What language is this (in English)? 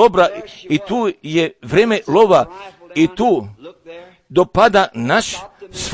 Croatian